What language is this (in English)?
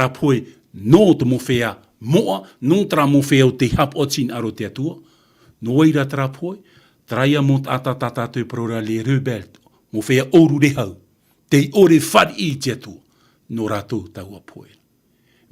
Tahitian